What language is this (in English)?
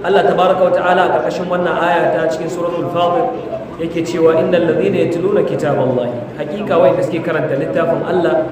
Hausa